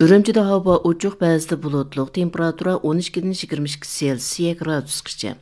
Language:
Uyghur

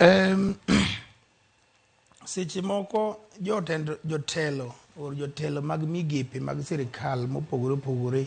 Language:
Luo (Kenya and Tanzania)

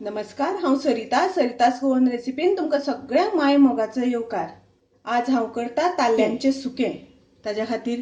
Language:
Konkani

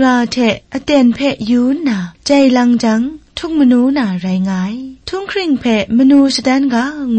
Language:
Kachin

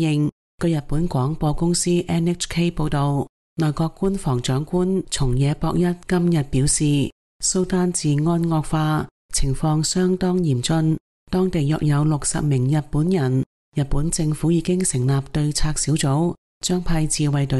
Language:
Cantonese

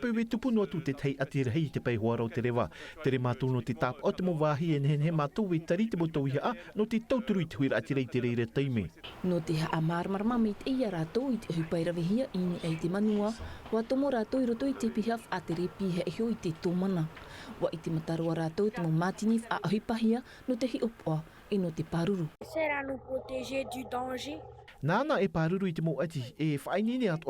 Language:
Tahitian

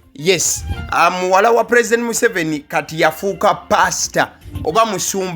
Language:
Ganda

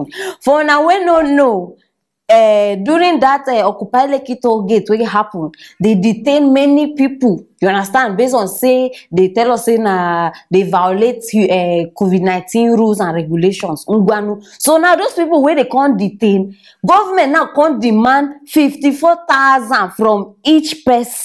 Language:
Nigerian Pidgin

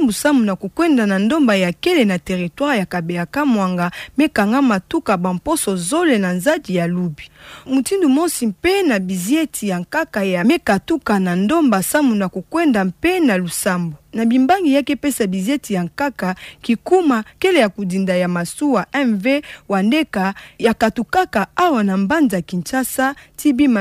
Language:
Kituba (Democratic Republic of Congo)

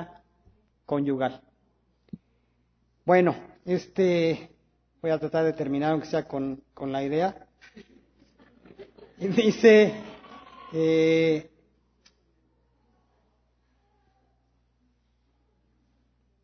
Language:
Spanish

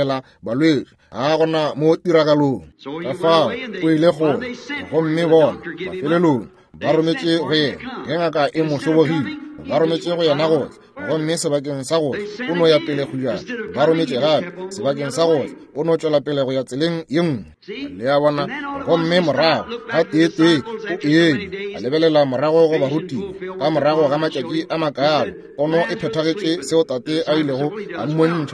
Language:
Northern Sotho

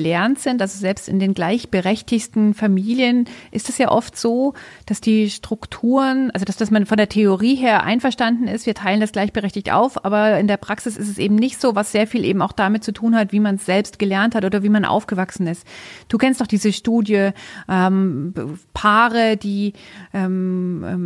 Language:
German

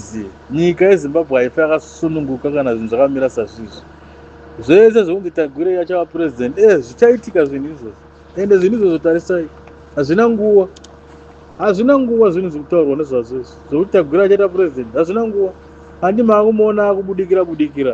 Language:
Shona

